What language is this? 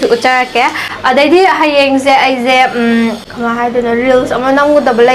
Manipuri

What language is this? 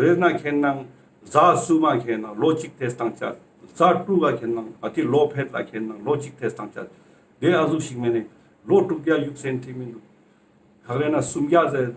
Ladakhi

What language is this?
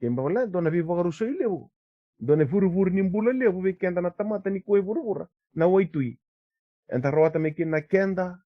Fijian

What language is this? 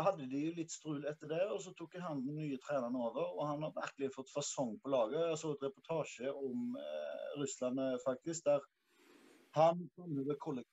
Norwegian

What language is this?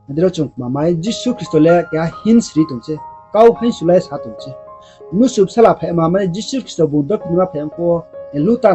Riang (India)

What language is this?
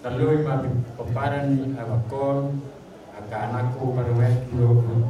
Batak Toba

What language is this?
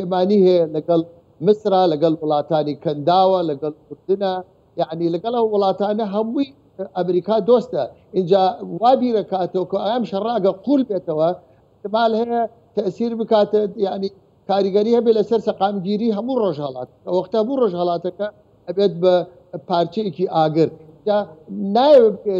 Central Kurdish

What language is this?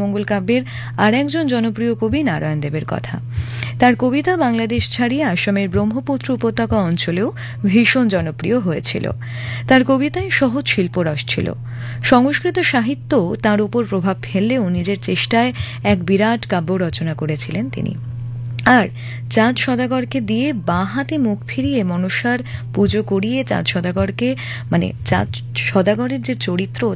Bangla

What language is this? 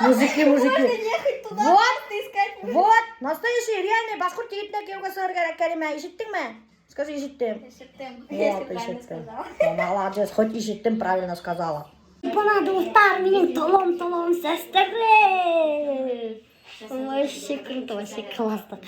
Bashkir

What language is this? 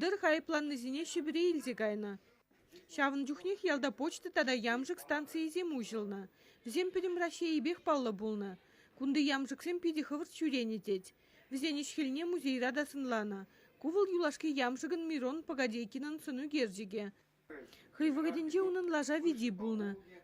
Chuvash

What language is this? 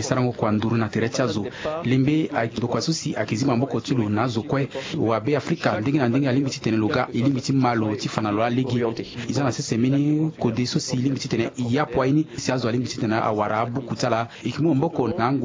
Sango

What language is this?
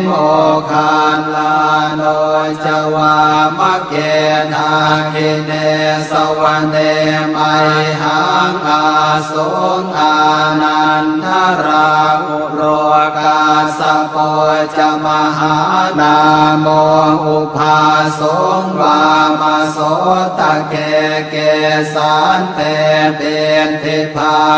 Pali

